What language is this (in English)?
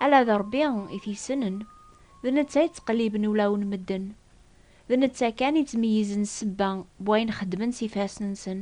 Kabyle